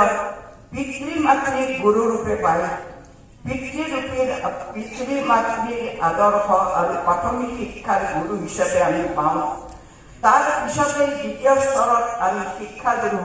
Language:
Assamese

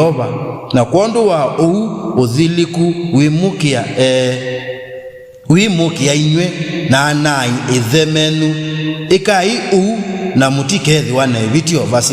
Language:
Kamba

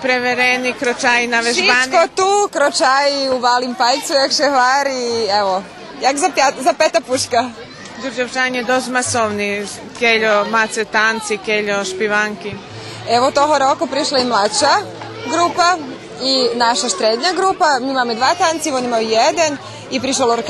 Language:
Rusyn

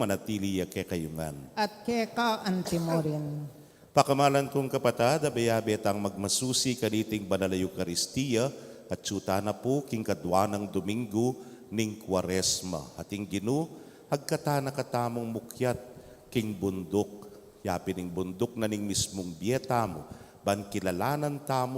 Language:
Pampanga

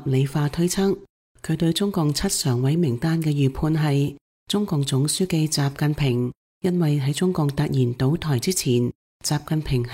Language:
Cantonese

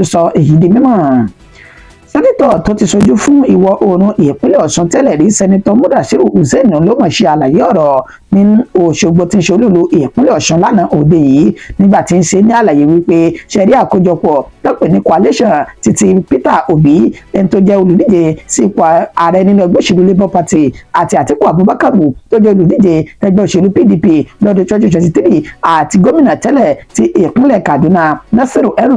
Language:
Yoruba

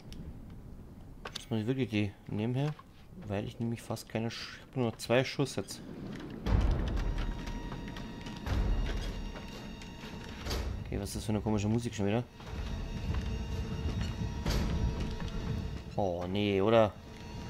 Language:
German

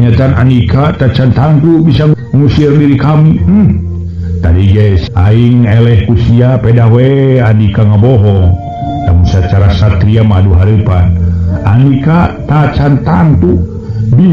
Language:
Sundanese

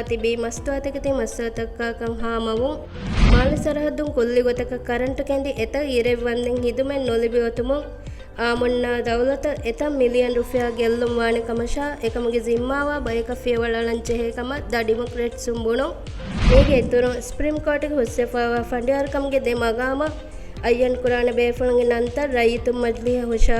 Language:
Divehi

